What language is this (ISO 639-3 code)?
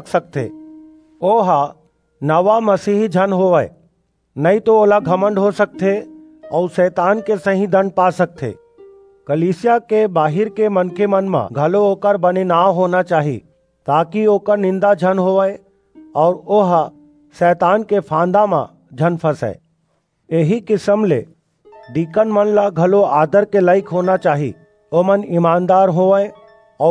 hne